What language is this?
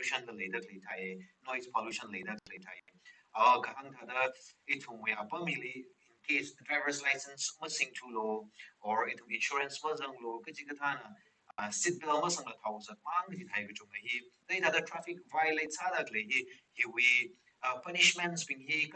Tangkhul Naga (India)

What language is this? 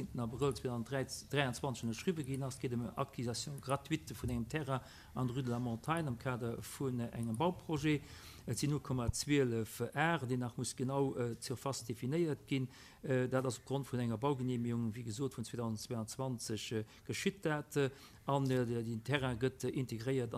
Luxembourgish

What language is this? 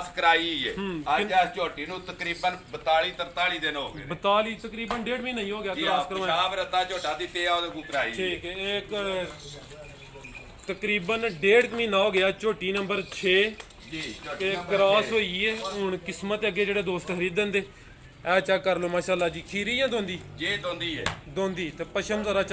Punjabi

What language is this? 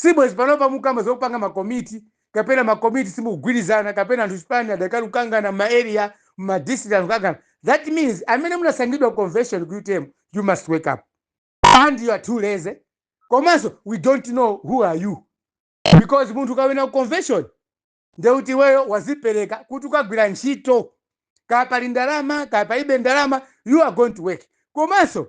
Nyanja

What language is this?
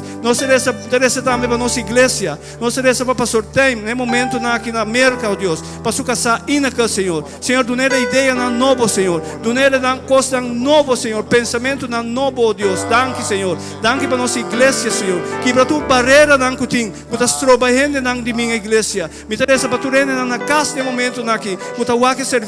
Papiamento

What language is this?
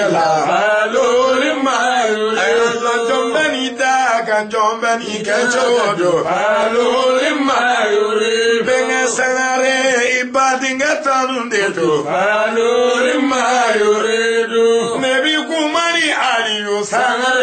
Bambara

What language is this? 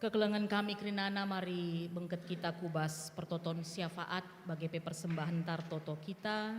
Batak Karo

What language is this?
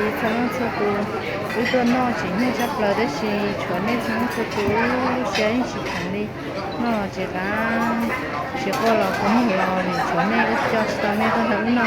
Hmong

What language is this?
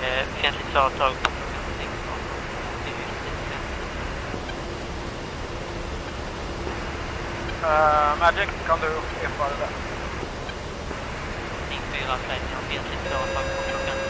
Swedish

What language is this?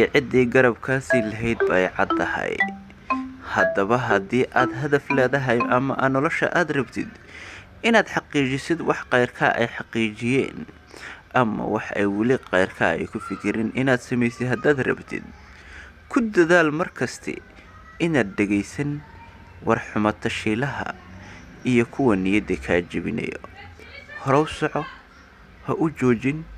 Somali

